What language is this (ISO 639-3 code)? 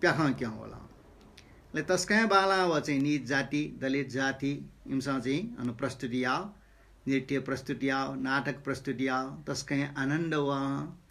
new